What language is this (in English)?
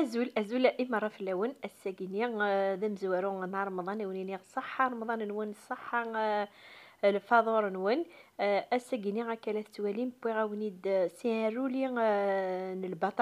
Kabyle